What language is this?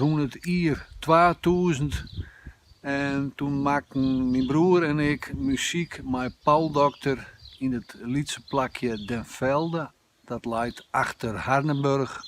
Western Frisian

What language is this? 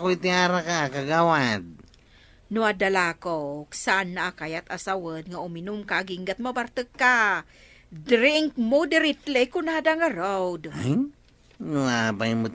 Iloko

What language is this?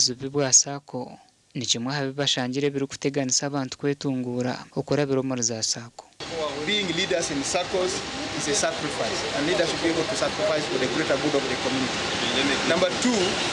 Nyankole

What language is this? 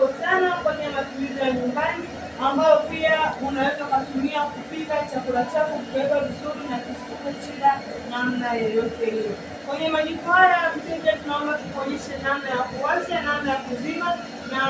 Swahili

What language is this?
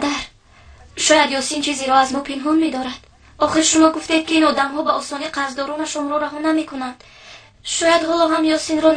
Tajik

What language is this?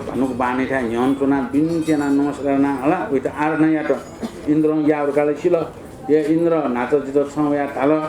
Newari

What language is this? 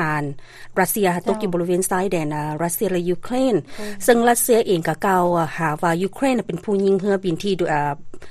Lao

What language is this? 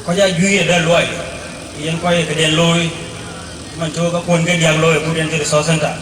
Dinka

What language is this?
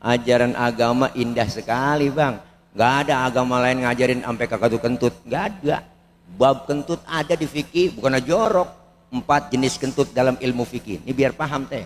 Betawi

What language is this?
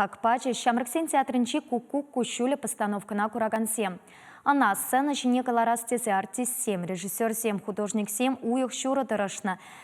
Chuvash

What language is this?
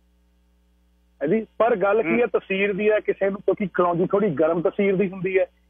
Punjabi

